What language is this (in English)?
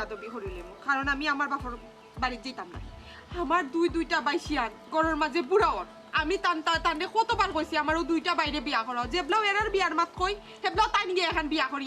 Sylheti